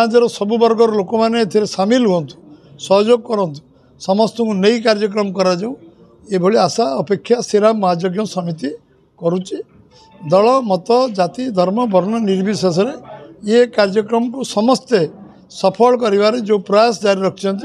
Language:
Odia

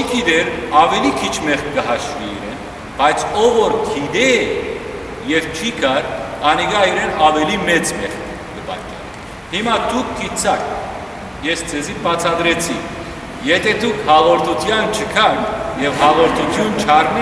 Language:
Western Armenian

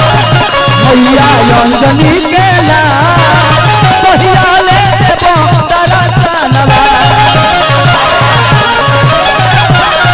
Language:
Bhojpuri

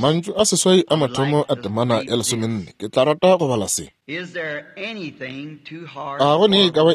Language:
Northern Sotho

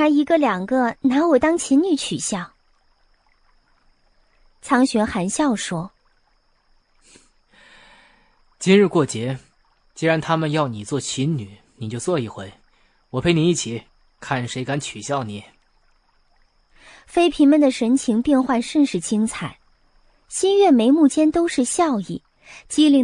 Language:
Chinese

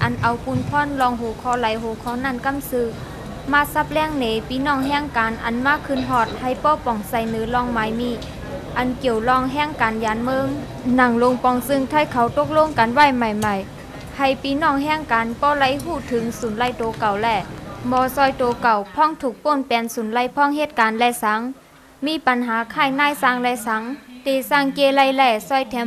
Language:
Shan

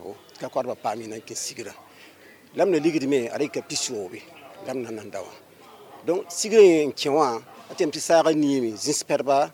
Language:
Mossi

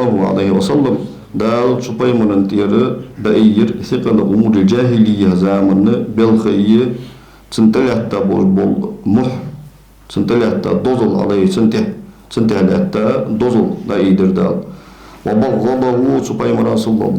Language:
Ingush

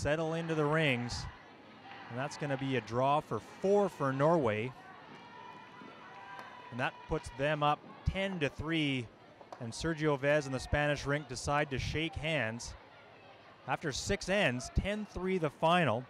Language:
English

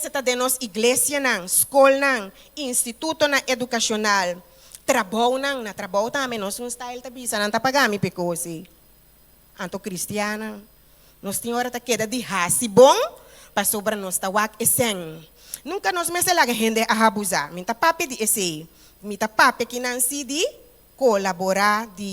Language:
Papiamento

